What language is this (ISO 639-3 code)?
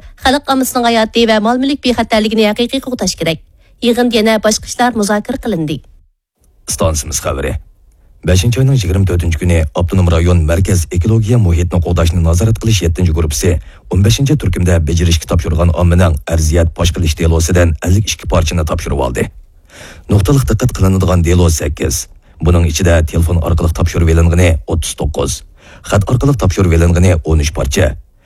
uig